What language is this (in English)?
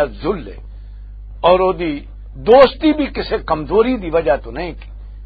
Western Panjabi